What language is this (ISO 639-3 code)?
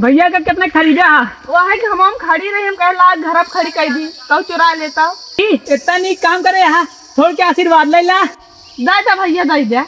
awa